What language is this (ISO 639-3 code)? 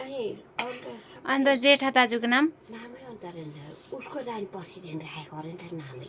nep